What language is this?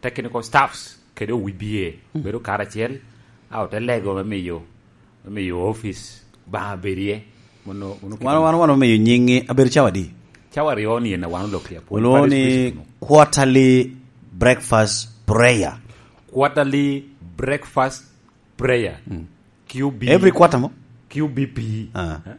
Lango (Uganda)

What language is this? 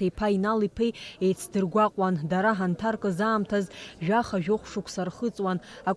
Abkhazian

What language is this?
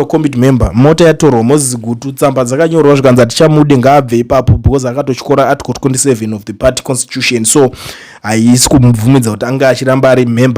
Shona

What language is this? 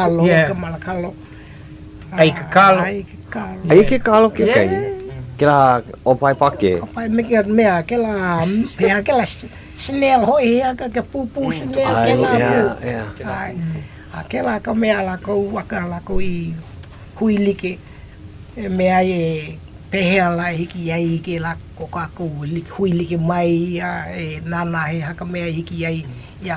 Hawaiian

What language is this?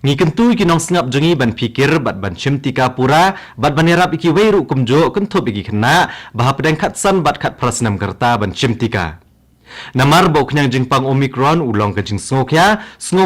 Khasi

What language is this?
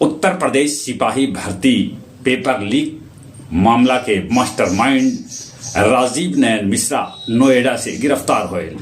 Magahi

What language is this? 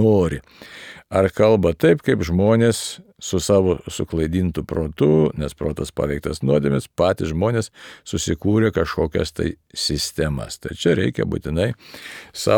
Lithuanian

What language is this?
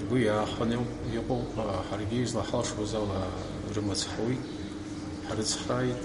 Abkhazian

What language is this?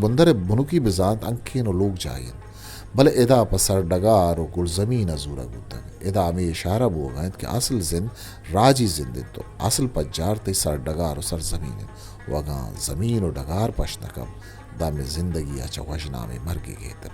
Eastern Balochi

